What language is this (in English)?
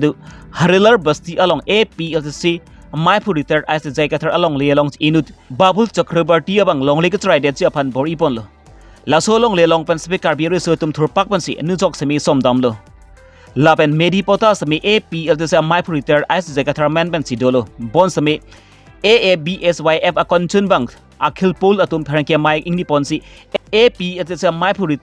Karbi